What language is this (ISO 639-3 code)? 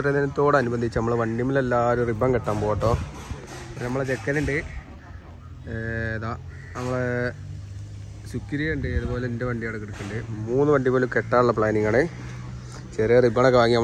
mal